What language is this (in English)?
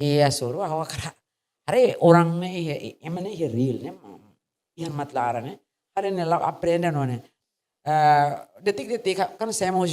Tetum